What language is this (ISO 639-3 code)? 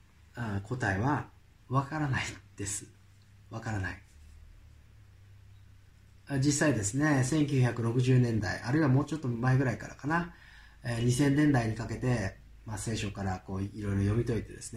jpn